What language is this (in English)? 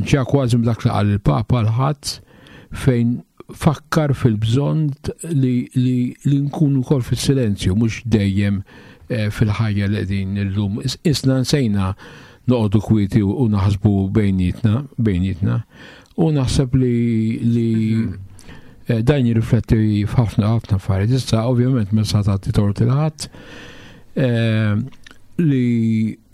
Maltese